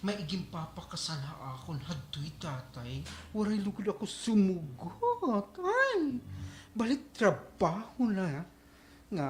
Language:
Waray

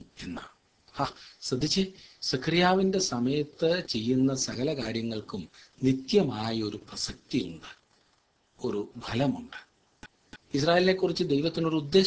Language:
Malayalam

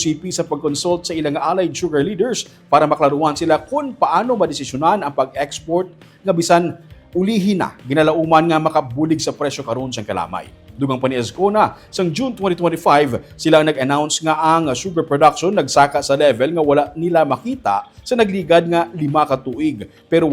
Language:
Hiligaynon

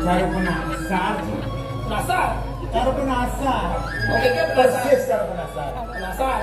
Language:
Balinese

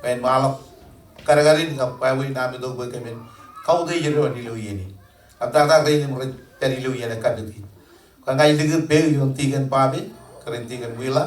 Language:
Marshallese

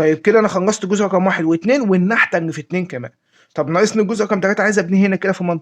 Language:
Egyptian Arabic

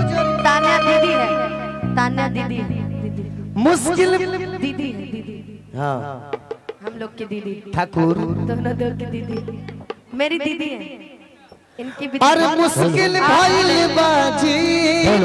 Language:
Bhojpuri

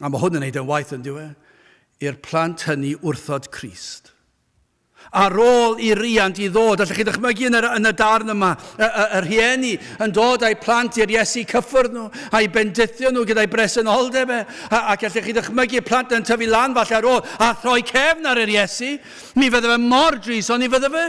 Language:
Welsh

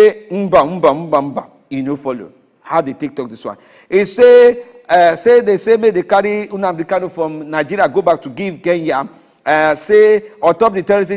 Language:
Nigerian Pidgin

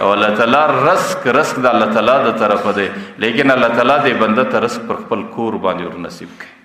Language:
Pashto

